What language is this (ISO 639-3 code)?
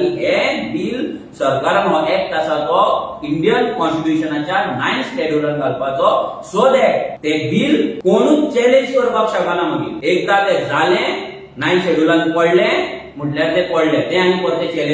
kok